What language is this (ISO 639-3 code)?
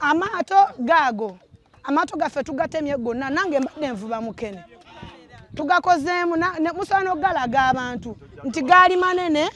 lug